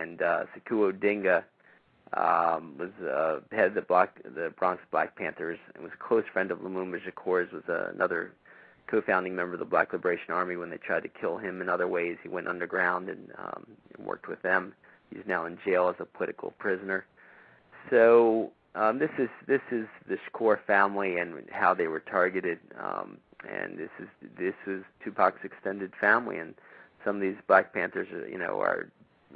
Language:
English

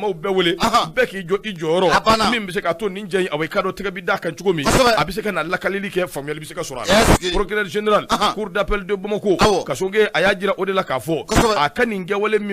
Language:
Bambara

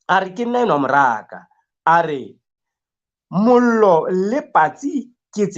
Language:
Southern Sotho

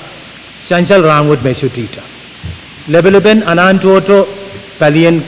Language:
Pohnpeian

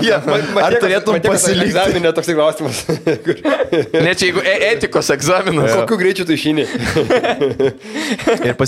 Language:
Lithuanian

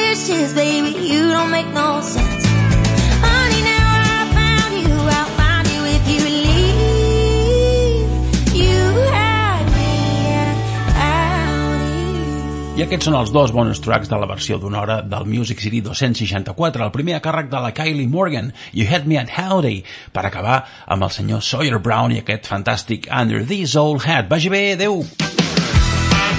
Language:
Catalan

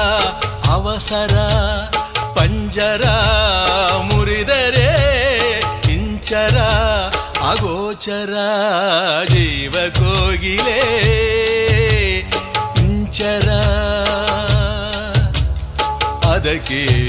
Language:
Kannada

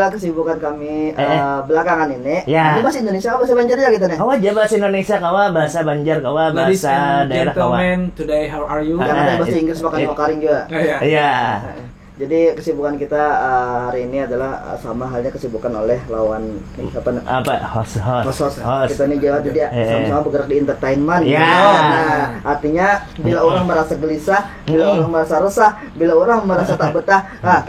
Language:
Banjar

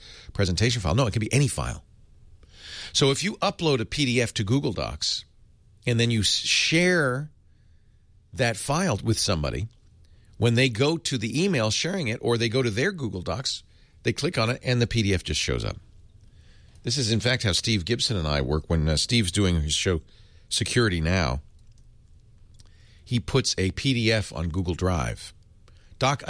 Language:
English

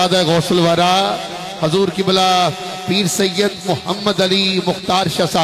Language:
Urdu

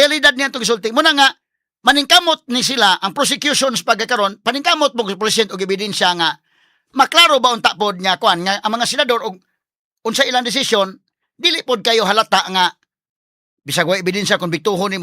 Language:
Cebuano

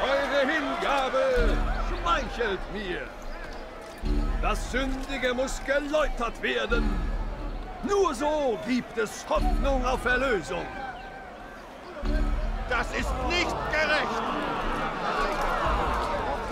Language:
German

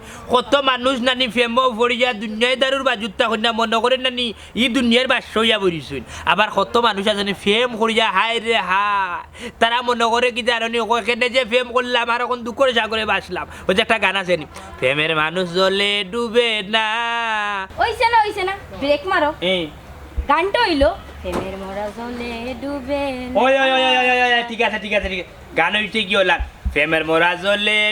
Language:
Sylheti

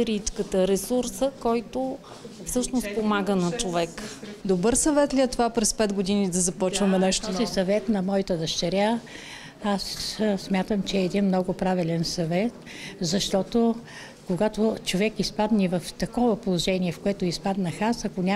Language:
Bulgarian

